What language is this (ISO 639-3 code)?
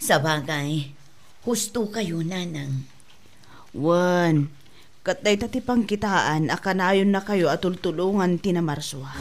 ilo